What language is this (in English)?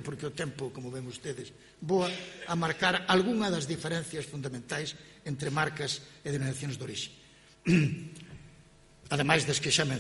Galician